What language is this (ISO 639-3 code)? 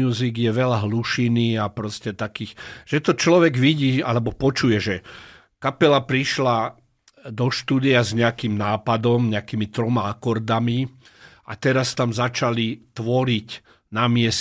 slk